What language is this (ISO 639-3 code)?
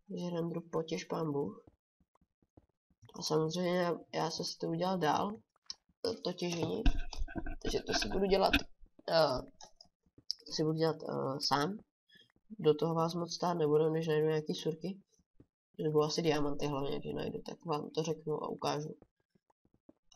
ces